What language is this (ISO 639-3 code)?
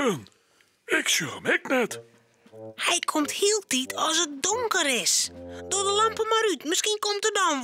fry